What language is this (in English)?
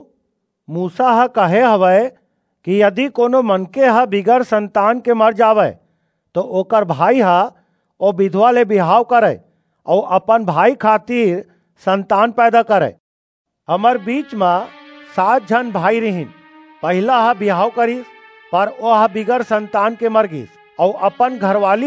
Chhattisgarhi